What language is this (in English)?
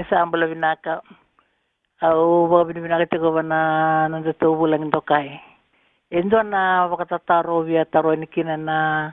Fijian